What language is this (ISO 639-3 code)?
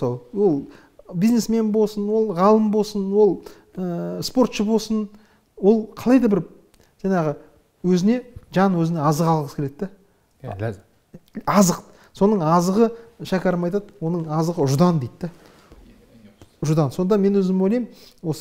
kaz